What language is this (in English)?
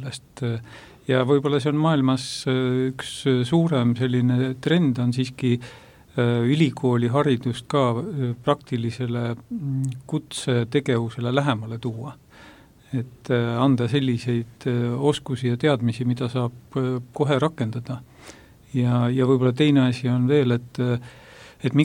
Estonian